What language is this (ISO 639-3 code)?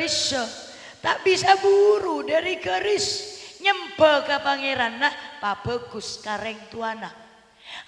mad